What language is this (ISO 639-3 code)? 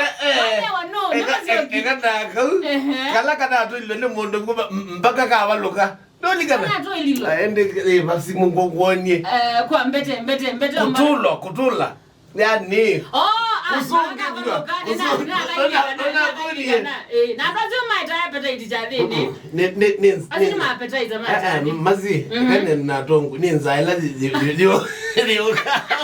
kam